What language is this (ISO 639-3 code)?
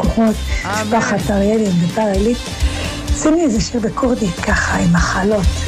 heb